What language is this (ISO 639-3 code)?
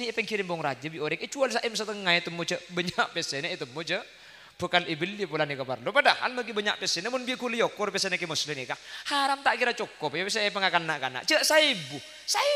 mad